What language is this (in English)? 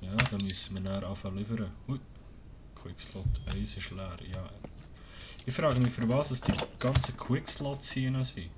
Swiss German